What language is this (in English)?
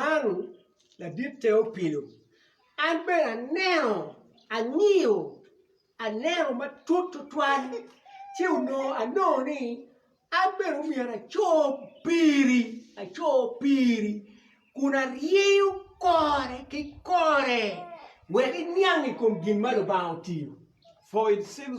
Acoli